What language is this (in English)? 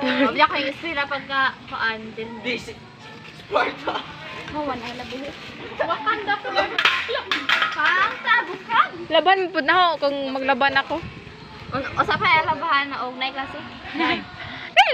Cebuano